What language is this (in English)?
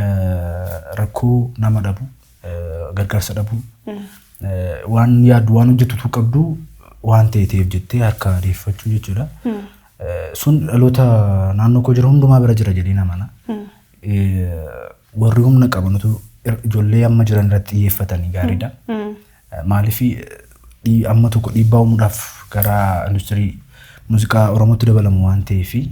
Oromo